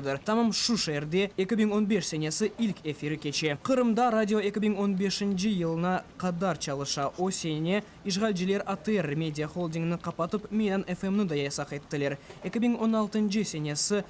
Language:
Crimean Tatar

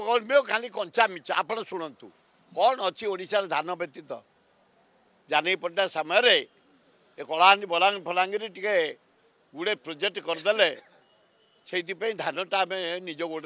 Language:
Odia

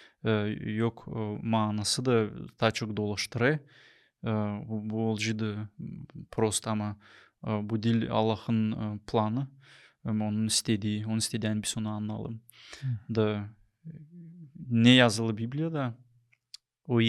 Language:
Gagauz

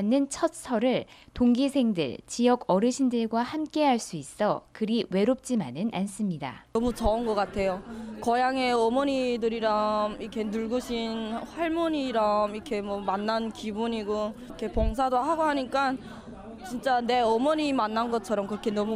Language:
Korean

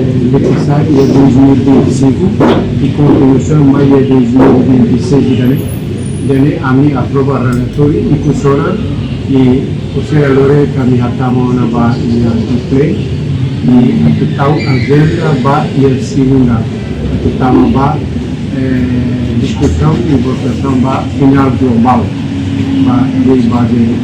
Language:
Tetum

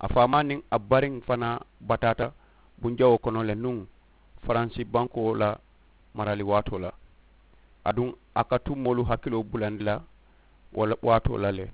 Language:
Mandingo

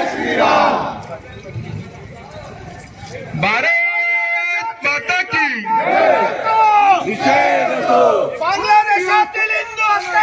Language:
Marathi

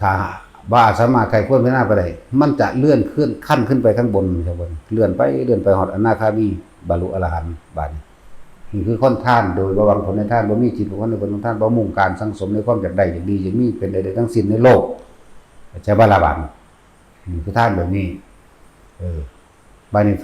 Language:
Northeastern Thai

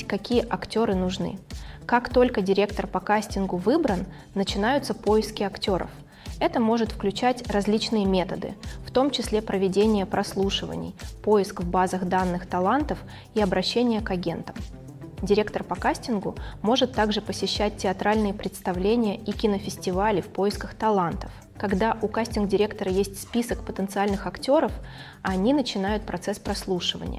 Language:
Russian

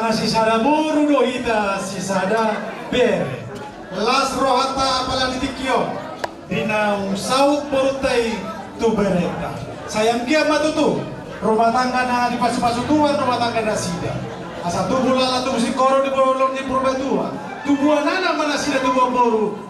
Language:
Batak Toba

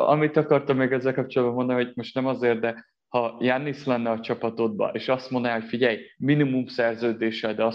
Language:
Hungarian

